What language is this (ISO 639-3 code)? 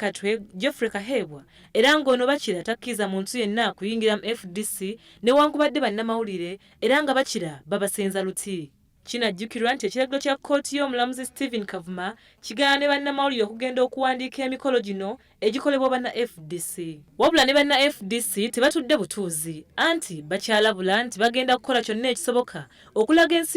lug